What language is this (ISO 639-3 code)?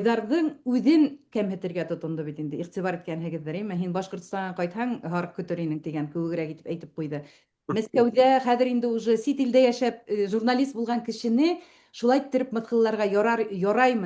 bak